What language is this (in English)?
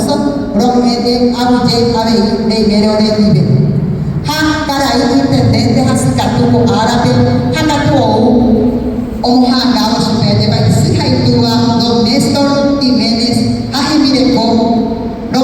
Guarani